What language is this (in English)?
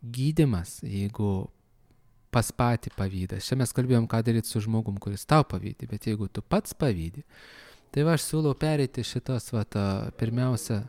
Lithuanian